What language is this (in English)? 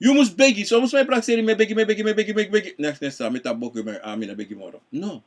Sranan Tongo